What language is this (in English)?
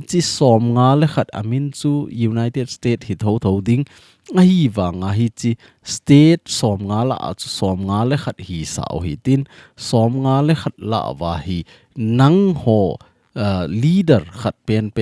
Thado Chin